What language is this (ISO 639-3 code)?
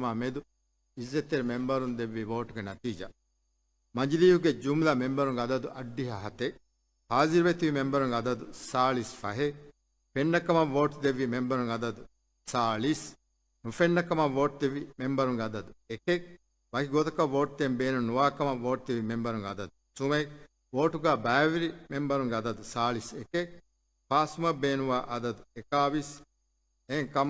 div